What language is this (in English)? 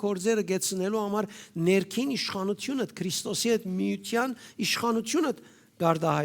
Western Armenian